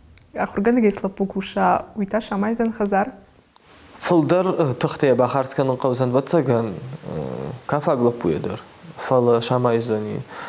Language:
Ossetic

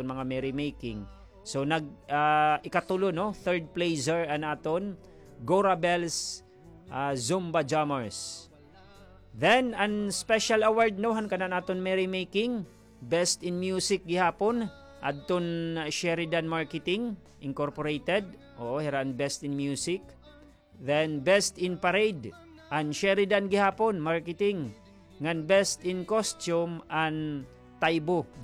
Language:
Waray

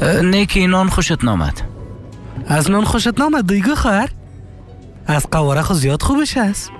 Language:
Persian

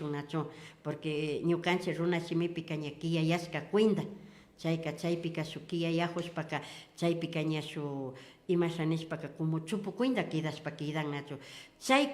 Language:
Imbabura Highland Quichua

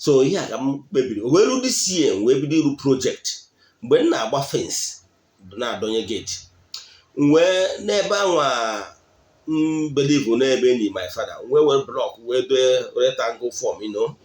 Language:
Igbo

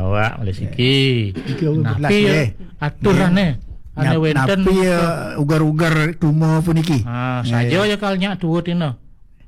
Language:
Balinese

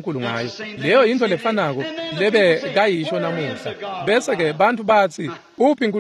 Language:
Swati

